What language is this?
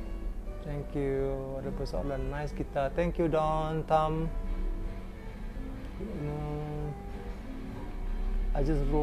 Malay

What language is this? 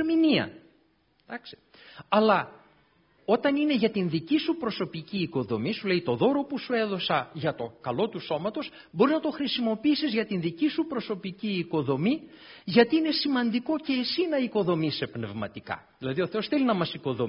Greek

